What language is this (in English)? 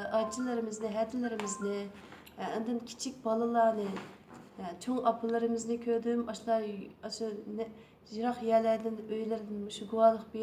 Uyghur